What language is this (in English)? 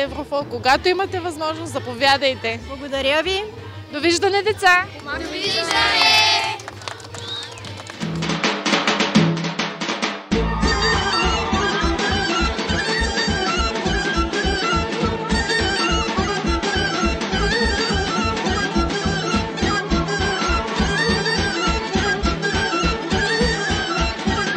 Bulgarian